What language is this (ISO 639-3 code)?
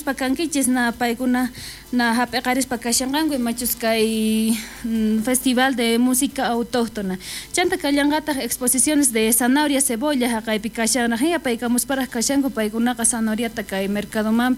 quh